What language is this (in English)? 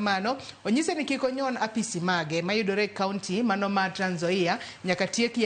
Luo (Kenya and Tanzania)